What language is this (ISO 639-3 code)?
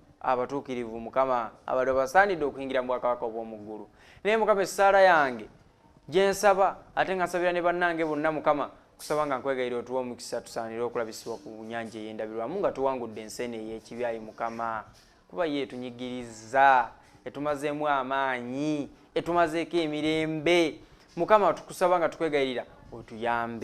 lug